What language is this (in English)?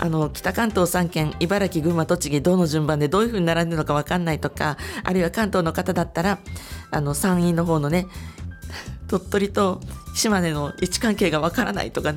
Japanese